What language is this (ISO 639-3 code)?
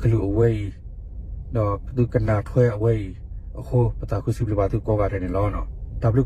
ksw